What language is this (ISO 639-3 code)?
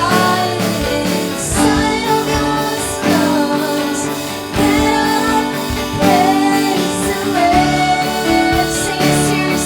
war